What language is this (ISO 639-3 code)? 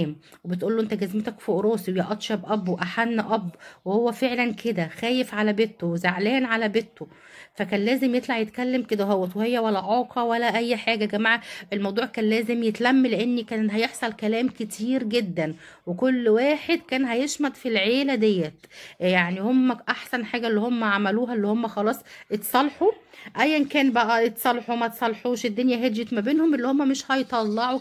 arz